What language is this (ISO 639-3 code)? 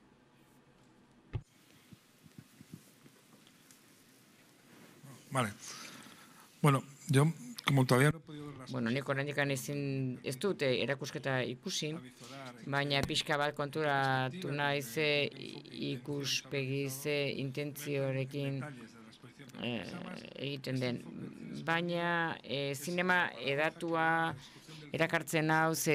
eus